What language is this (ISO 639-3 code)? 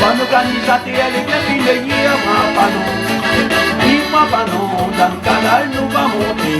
rcf